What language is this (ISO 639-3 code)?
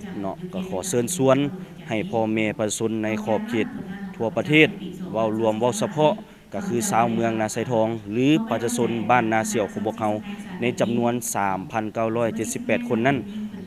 lao